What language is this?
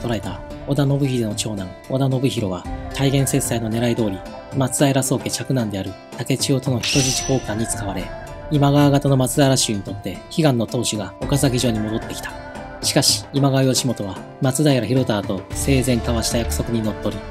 Japanese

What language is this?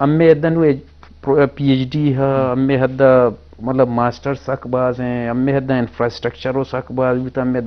Eastern Balochi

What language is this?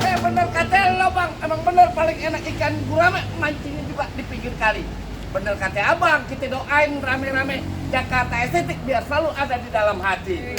Betawi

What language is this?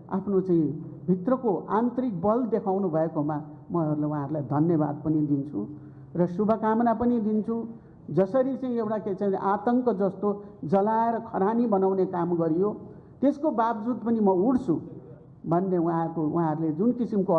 Nepali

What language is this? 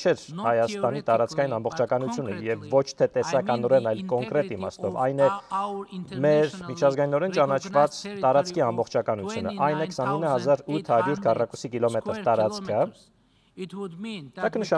Armenian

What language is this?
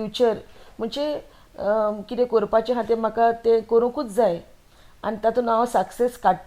Konkani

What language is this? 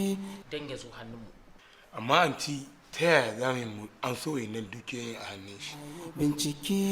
Hausa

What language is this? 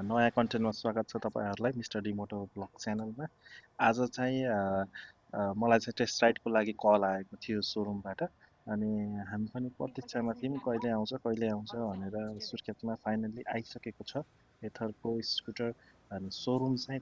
Nepali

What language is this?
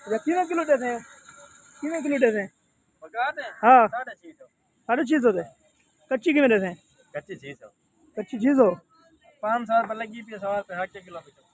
Saraiki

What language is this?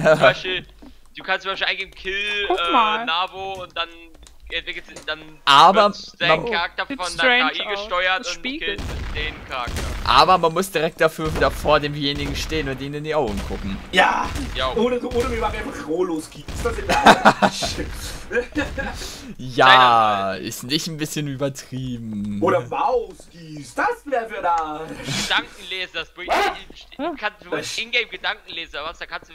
German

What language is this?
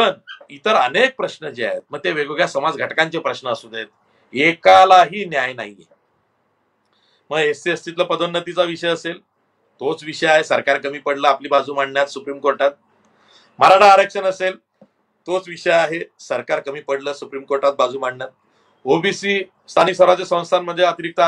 Marathi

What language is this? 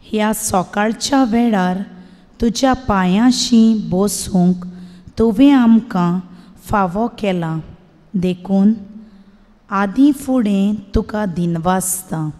Konkani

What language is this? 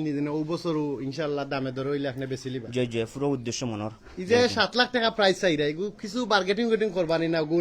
Sylheti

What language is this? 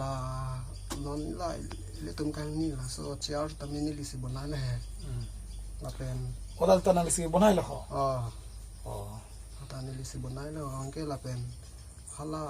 Karbi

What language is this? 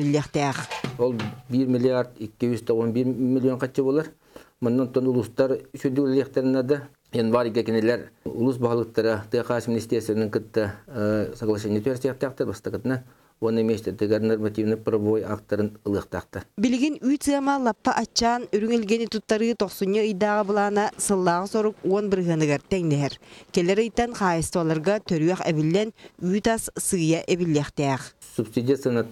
Yakut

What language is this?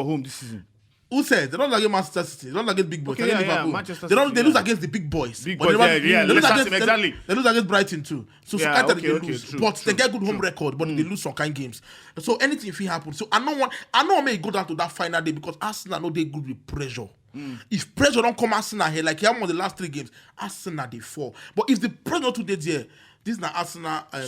Nigerian Pidgin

